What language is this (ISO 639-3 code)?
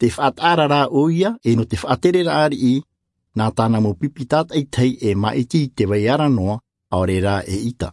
tah